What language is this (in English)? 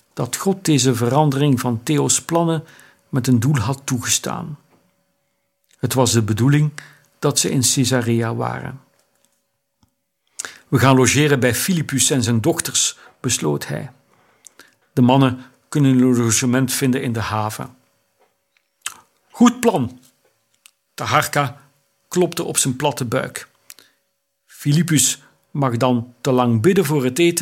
Dutch